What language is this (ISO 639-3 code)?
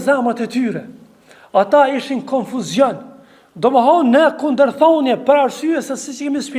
sqi